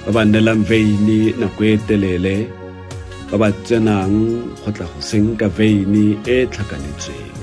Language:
Tswana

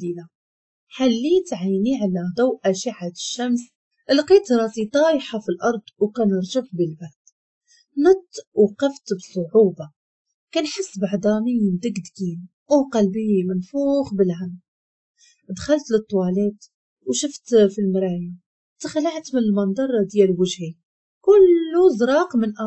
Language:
Moroccan Arabic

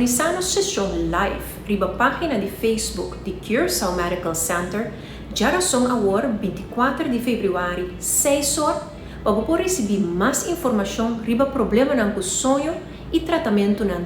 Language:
Papiamento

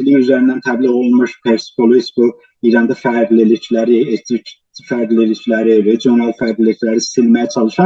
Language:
South Azerbaijani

